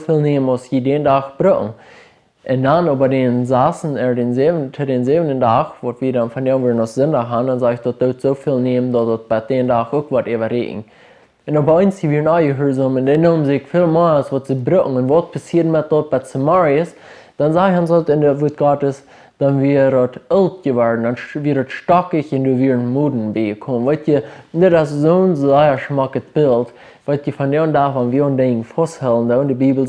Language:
Plautdietsch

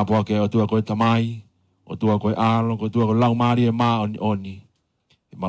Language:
Tongan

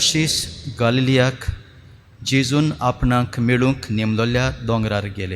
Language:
Konkani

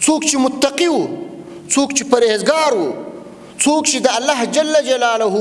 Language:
Pashto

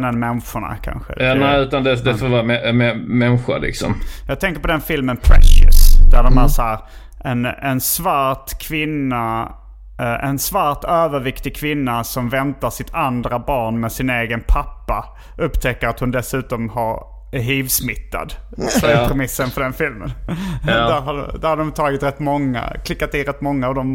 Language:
Swedish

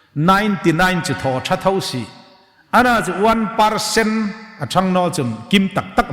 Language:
Hmar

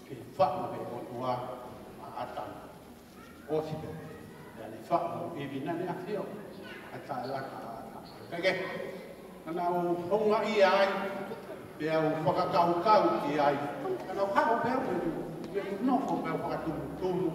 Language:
Tongan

